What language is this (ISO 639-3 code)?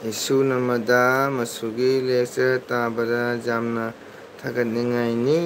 mni